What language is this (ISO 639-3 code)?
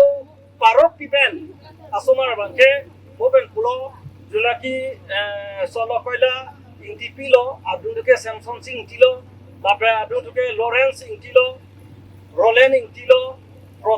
mjw